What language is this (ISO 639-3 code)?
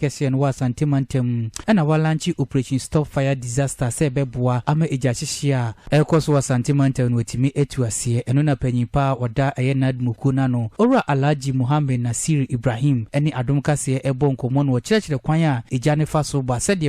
aka